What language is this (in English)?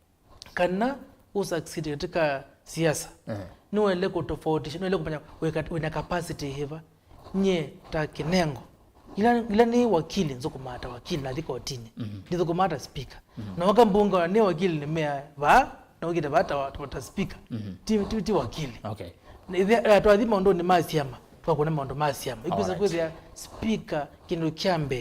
Kamba